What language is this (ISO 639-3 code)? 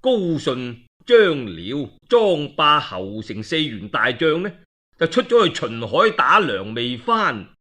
yue